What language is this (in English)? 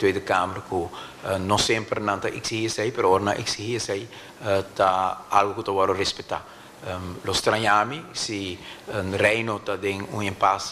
Papiamento